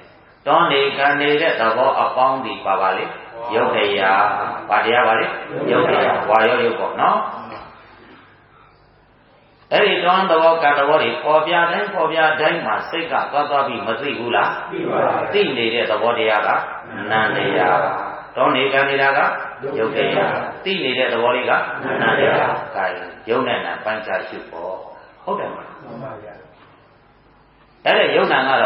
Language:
Burmese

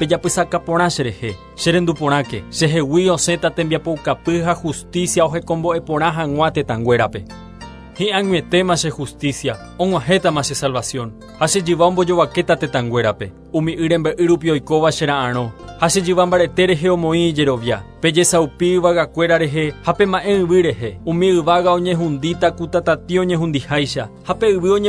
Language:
Guarani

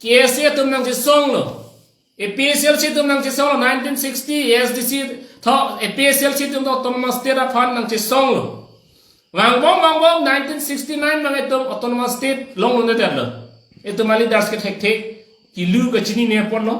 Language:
Karbi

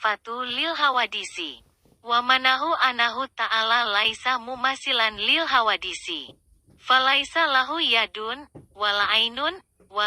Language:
Sundanese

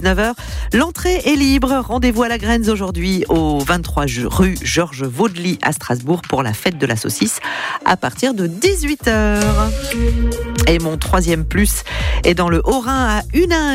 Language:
French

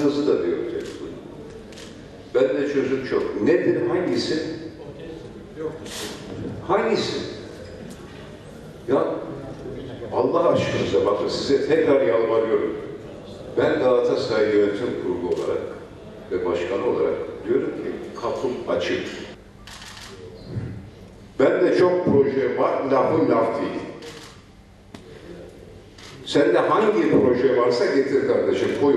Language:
Turkish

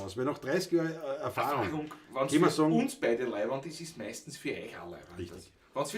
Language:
Bavarian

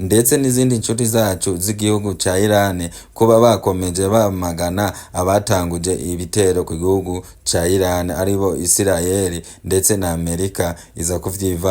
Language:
Rundi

